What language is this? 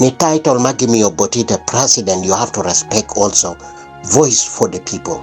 Acoli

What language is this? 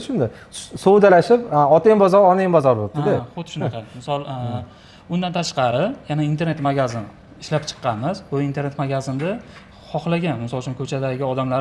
Uzbek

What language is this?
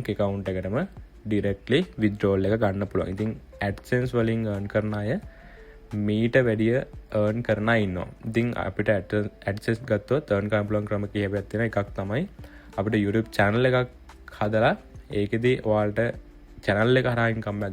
Sinhala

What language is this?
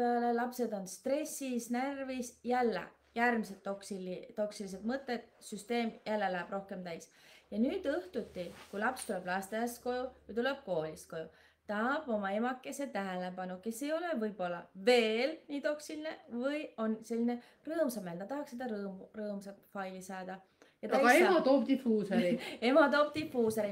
Estonian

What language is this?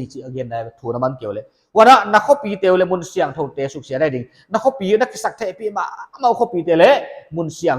Paite Chin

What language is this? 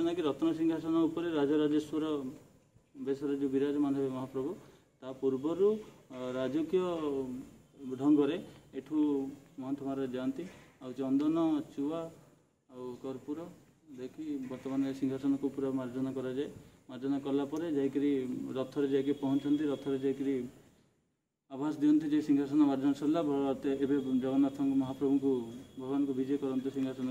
Odia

